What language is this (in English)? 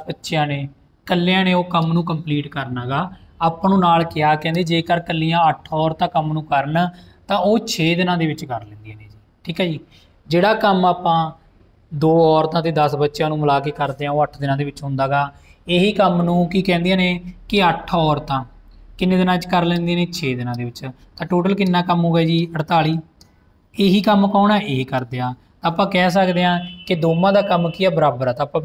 Punjabi